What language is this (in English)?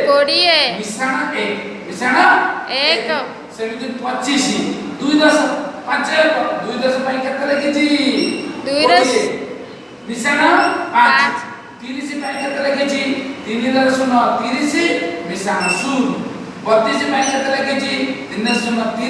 Odia